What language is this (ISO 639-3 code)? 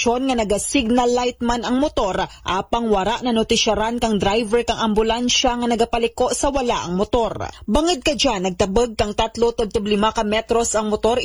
akl